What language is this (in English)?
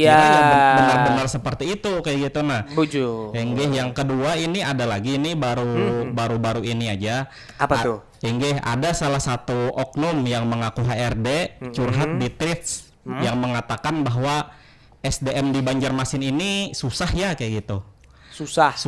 Banjar